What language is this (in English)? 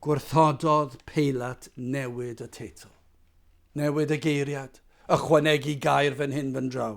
Welsh